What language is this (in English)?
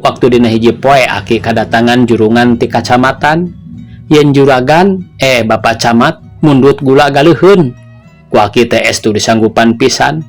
Sundanese